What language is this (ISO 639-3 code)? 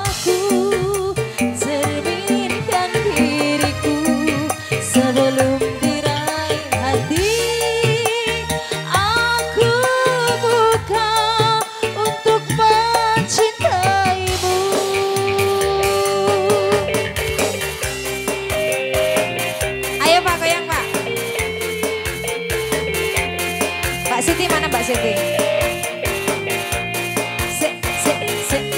ind